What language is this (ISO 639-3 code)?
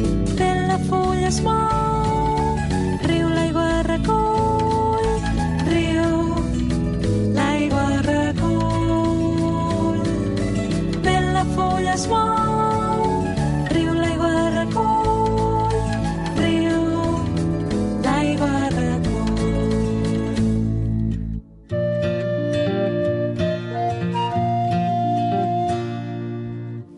cat